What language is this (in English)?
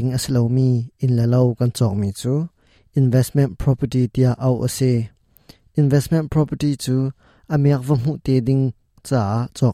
Hakha Chin